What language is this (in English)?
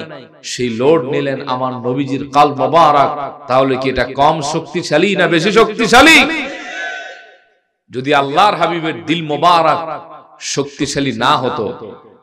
Bangla